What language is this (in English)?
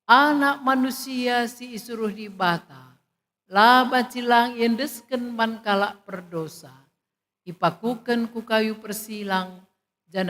Batak Karo